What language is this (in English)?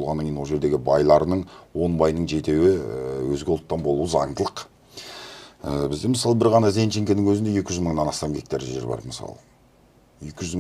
Kazakh